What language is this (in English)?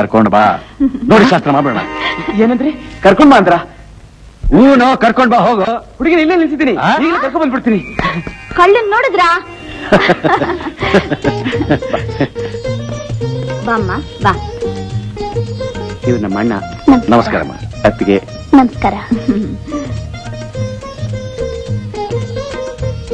Kannada